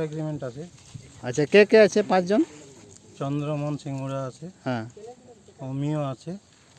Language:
Santali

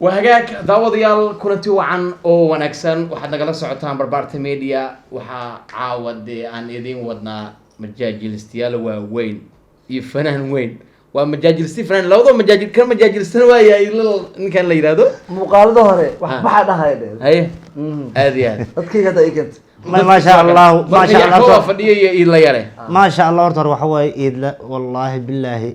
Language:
Somali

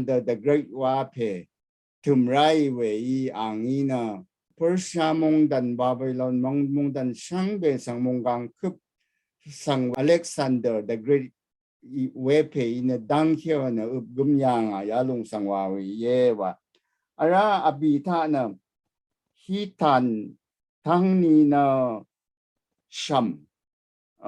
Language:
Rawang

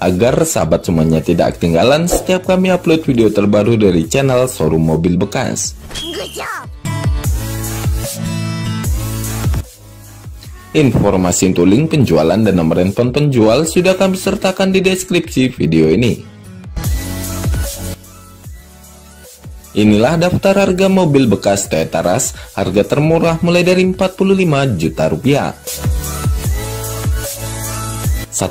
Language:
Indonesian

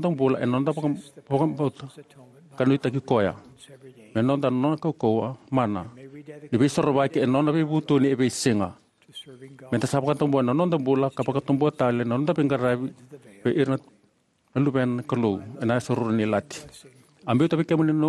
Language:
Fijian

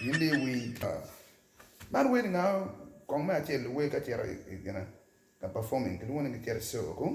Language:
Acoli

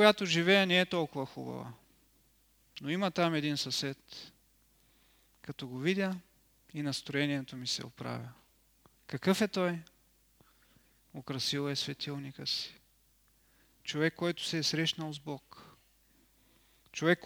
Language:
Bulgarian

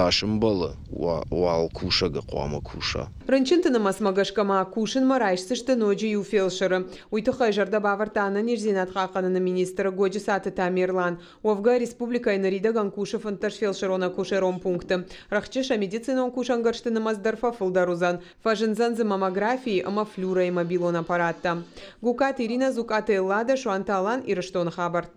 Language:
Ossetic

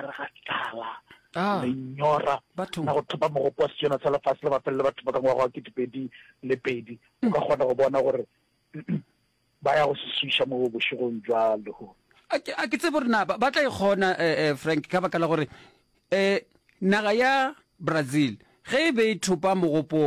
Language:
Northern Sotho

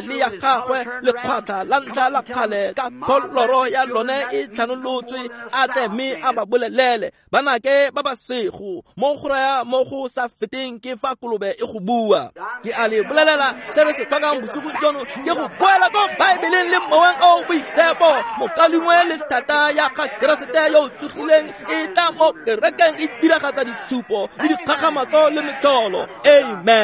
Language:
Tswana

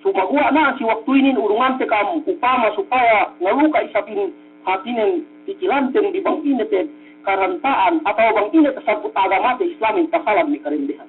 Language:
Yakan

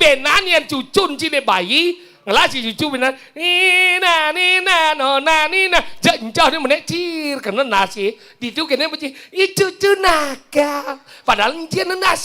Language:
Balinese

